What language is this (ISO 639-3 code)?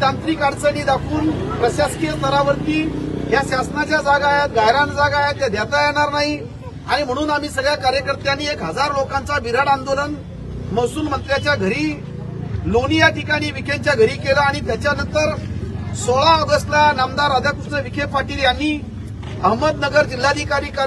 mar